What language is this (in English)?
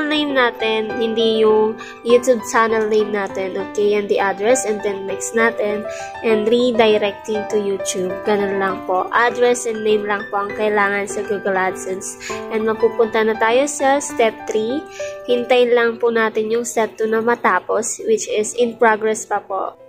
Filipino